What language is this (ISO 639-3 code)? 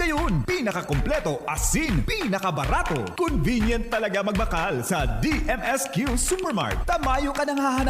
bik